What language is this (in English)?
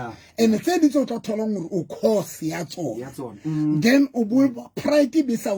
Southern Sotho